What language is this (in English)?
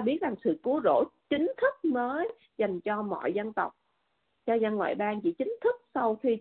Vietnamese